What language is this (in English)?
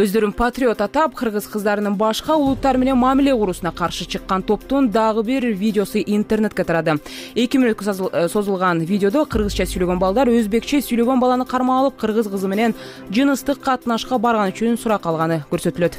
Kyrgyz